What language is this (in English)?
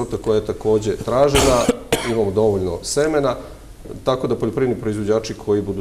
Serbian